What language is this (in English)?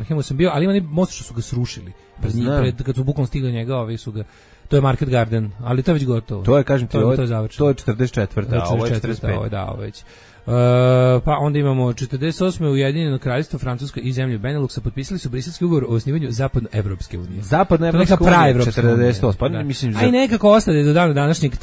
Serbian